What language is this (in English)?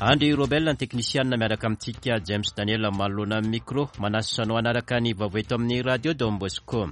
Malagasy